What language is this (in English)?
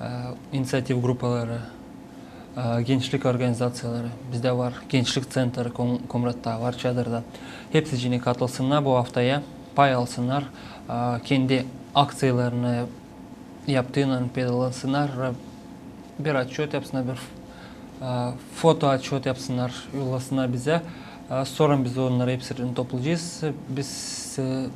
Gagauz